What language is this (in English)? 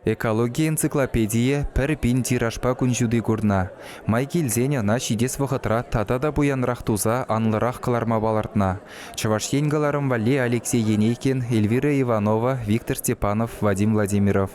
Chuvash